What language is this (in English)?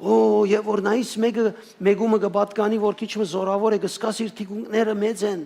Western Armenian